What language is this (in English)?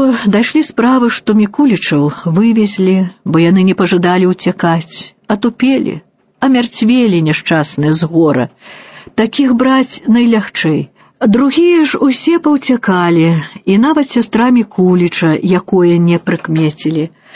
Belarusian